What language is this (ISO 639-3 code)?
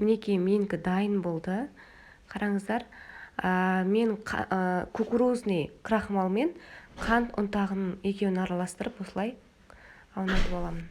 kaz